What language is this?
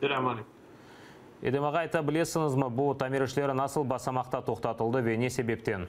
Crimean Tatar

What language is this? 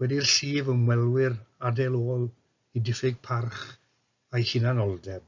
Welsh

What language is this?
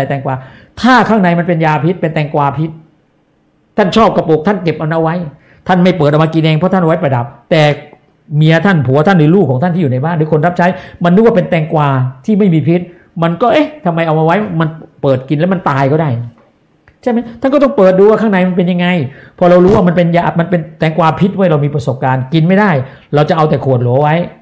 Thai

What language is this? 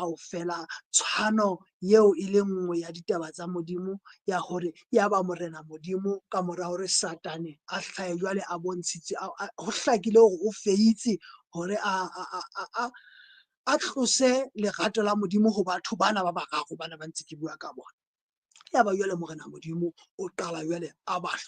Southern Sotho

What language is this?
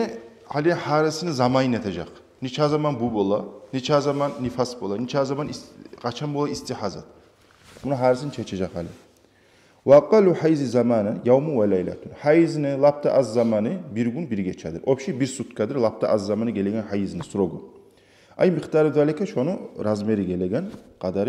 Kumyk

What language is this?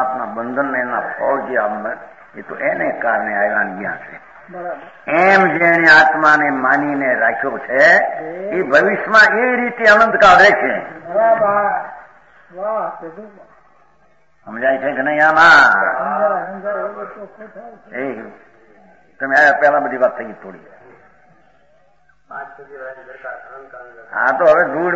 Gujarati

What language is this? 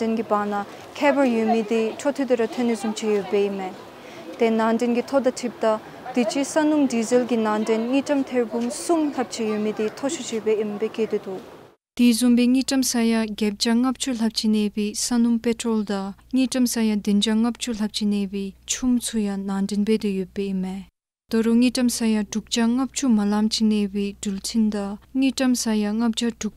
Dzongkha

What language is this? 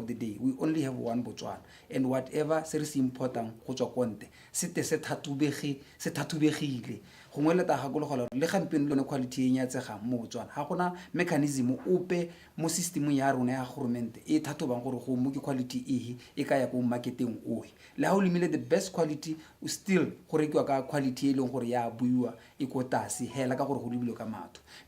Tswana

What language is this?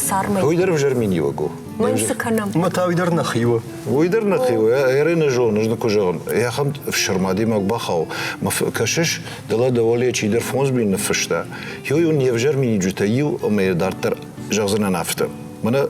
Ossetic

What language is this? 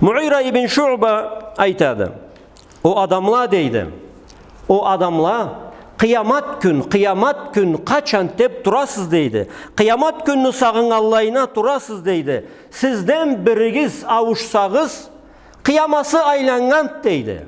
Karachay-Balkar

